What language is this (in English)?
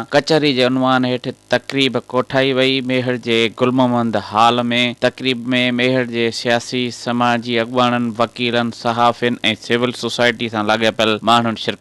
Sindhi